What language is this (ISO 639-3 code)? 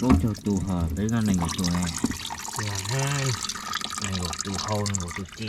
hmn